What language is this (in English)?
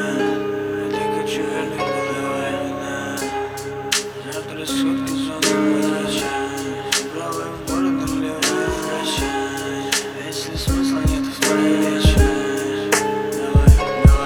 Russian